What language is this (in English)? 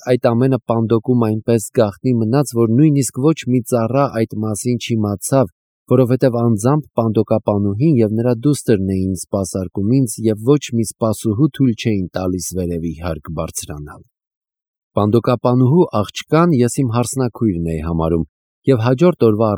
Armenian